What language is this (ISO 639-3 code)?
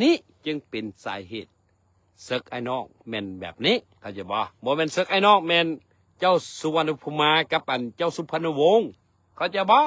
lao